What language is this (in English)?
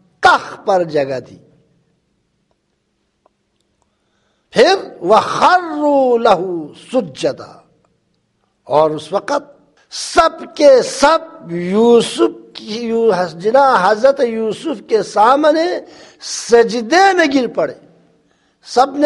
Urdu